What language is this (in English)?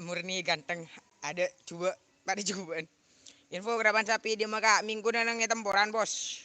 Madurese